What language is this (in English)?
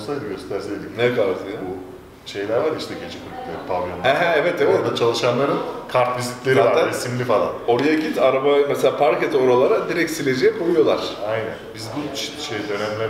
Turkish